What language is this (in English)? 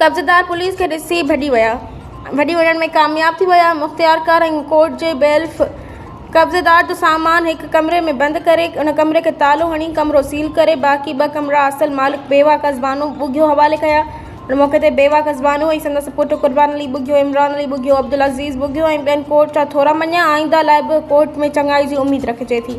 Sindhi